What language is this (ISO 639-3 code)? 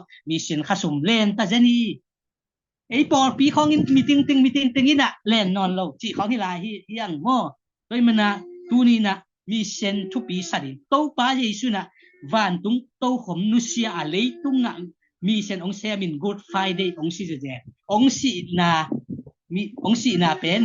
ctd